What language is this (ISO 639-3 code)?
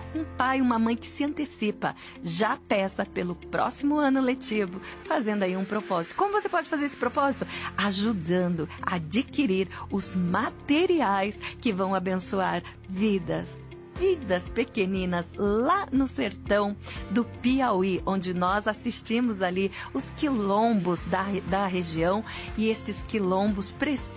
por